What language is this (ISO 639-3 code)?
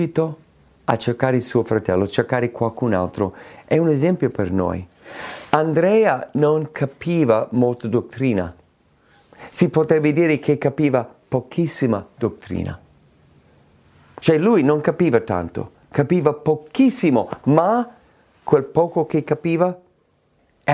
ita